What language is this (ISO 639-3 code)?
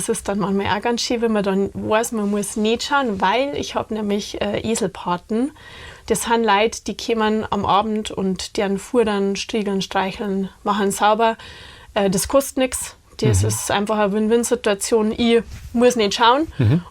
bar